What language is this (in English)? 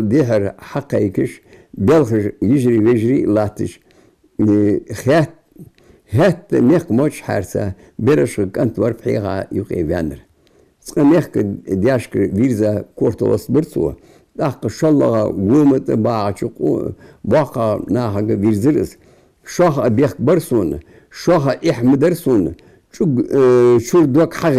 Ingush